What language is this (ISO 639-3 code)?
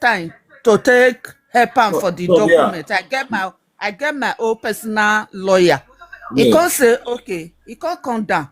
pcm